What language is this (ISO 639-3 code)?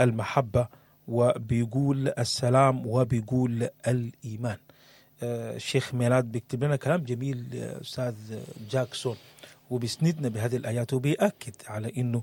apd